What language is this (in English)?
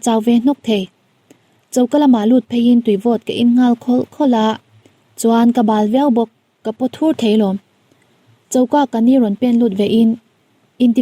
Mizo